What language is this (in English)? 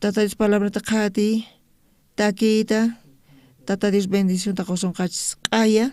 South Bolivian Quechua